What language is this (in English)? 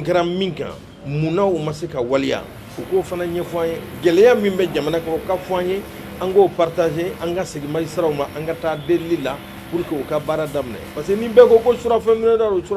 Bambara